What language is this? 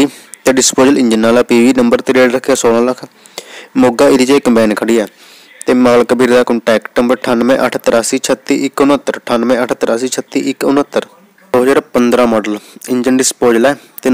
Punjabi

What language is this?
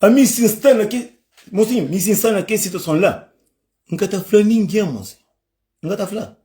Kabuverdianu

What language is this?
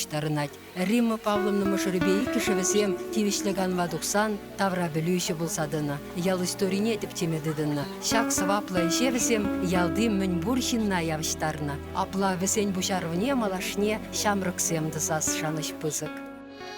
Chuvash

